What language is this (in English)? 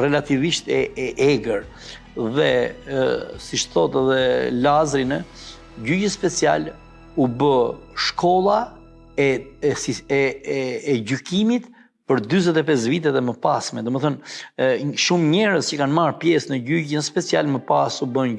Albanian